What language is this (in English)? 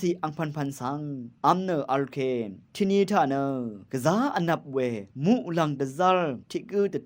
Rawang